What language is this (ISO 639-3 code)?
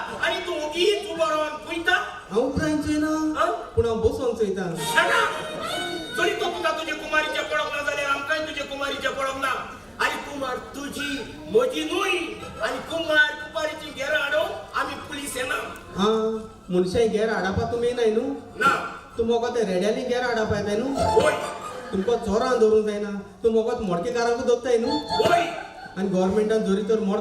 kok